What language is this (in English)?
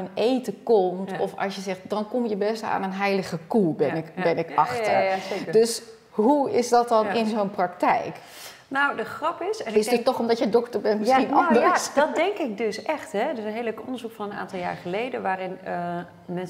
Dutch